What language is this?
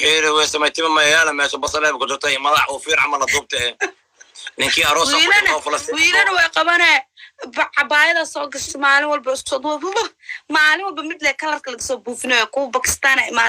Somali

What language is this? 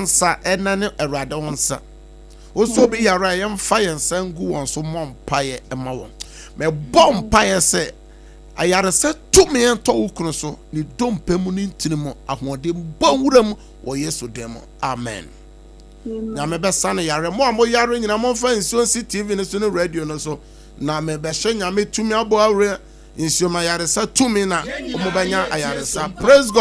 Akan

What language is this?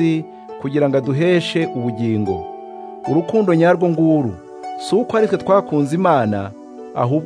Kinyarwanda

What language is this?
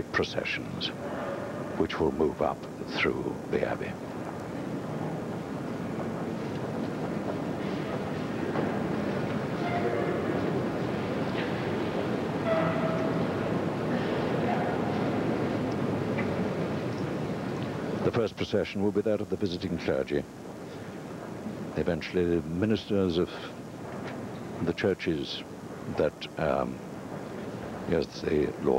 English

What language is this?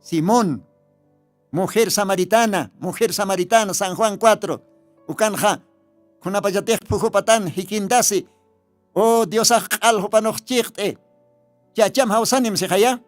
Aymara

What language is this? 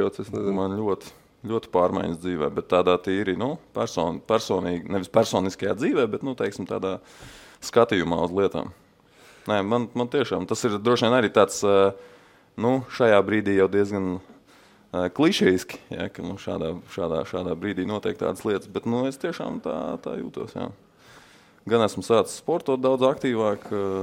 Latvian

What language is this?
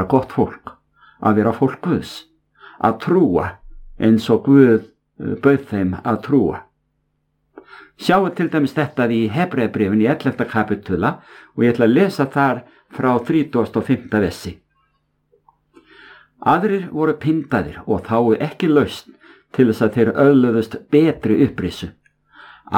Icelandic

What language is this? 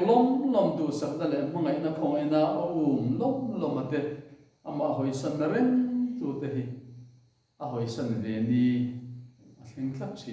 Mizo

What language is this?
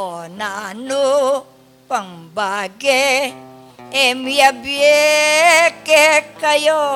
Pampanga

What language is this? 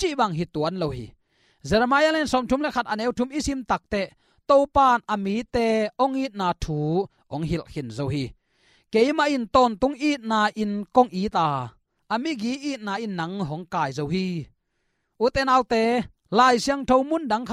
Tedim Chin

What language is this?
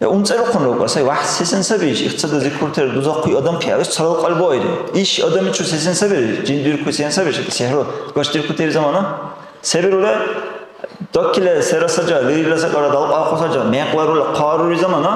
Dargwa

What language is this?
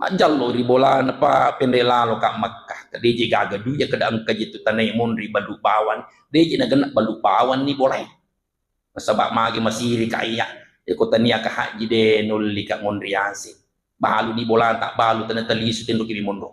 Buginese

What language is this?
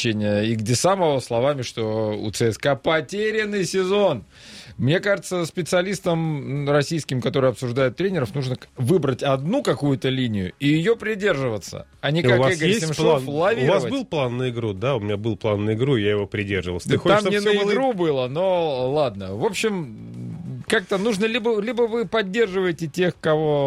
Russian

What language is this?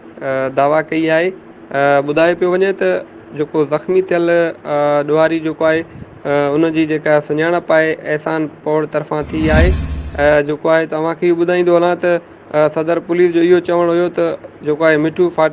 Sindhi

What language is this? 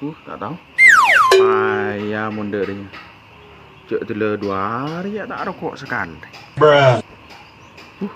Madurese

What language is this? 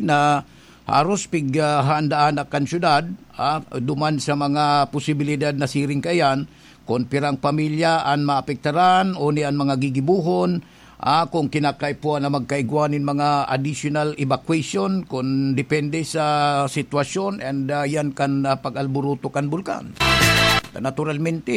Bikol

